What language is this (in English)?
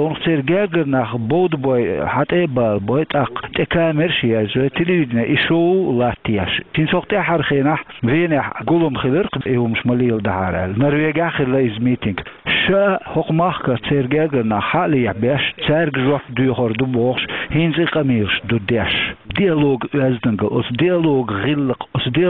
Chechen